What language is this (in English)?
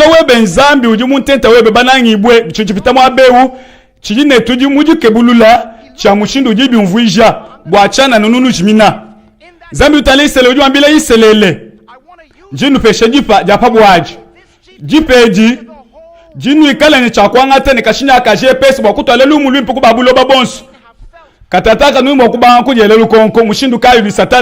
Luba-Lulua